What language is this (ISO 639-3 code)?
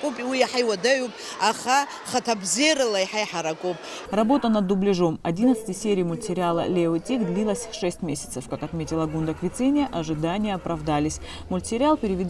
abk